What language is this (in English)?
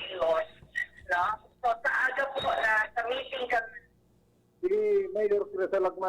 Bikol